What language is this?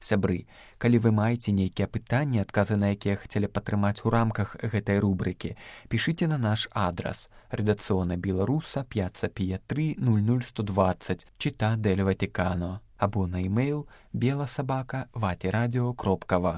Belarusian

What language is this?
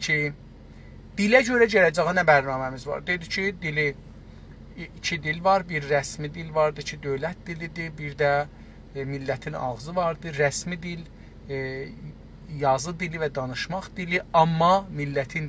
South Azerbaijani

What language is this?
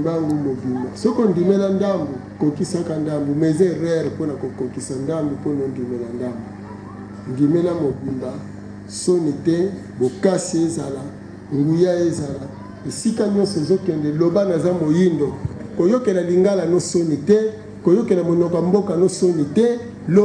Lingala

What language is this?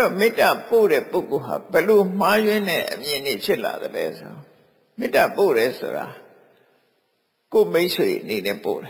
Burmese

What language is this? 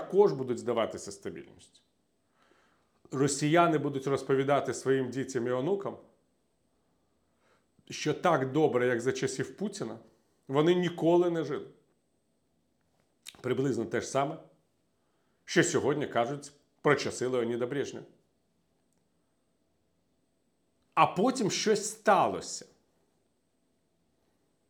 Ukrainian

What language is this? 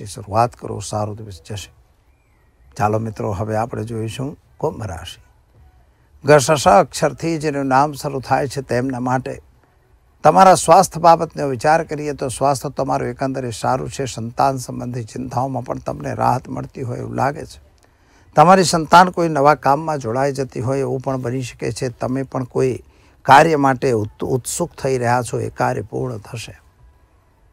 Gujarati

